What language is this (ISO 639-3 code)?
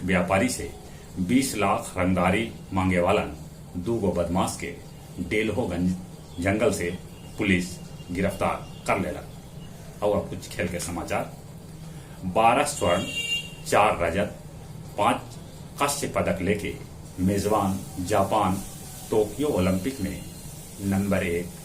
mag